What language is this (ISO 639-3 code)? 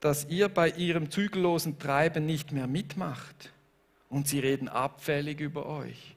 gsw